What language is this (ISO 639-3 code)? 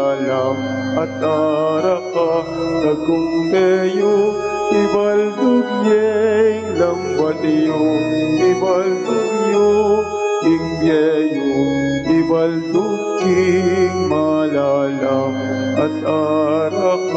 pam